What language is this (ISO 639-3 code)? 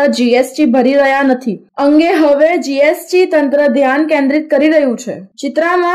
guj